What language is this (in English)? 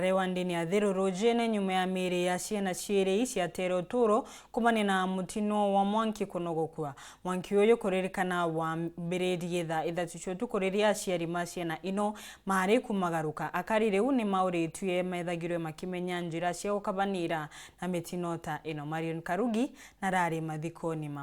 Meru